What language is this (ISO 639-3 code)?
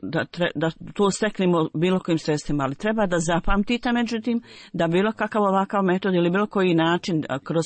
bos